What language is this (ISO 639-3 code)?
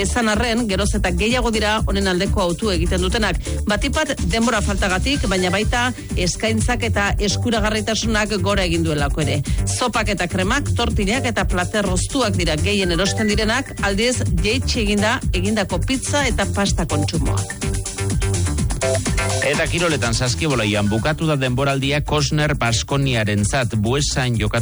eus